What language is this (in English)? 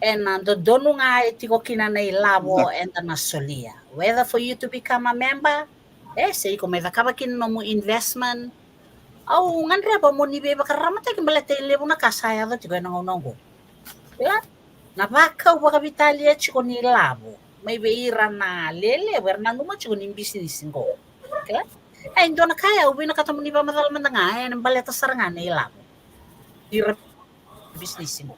Fijian